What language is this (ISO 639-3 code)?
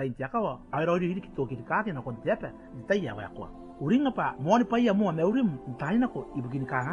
gil